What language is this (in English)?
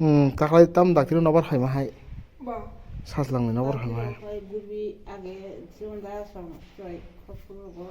Kok Borok